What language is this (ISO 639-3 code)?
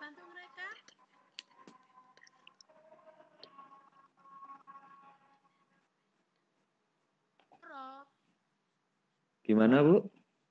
ind